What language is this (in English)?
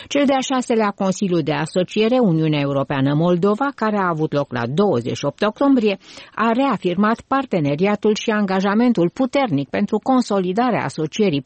Romanian